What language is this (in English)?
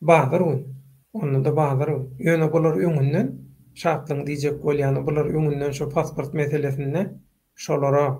Turkmen